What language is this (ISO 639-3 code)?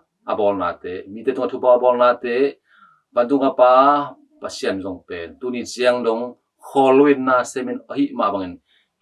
ctd